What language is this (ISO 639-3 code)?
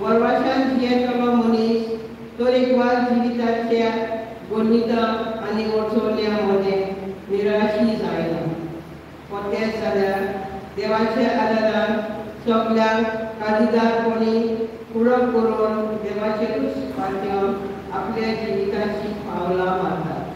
kok